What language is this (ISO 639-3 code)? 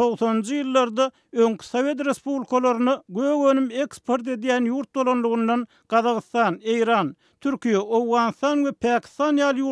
tuk